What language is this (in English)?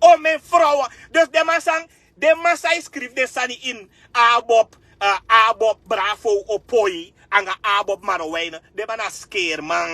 Sranan Tongo